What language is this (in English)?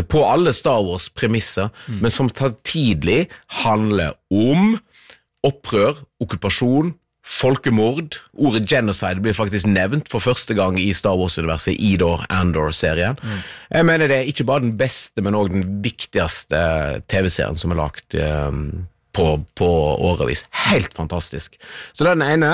Norwegian